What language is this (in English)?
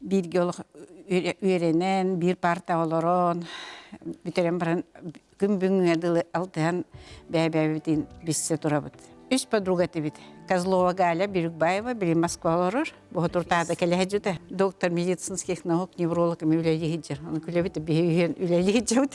Yakut